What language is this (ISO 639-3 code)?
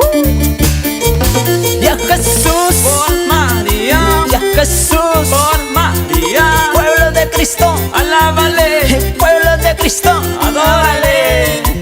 que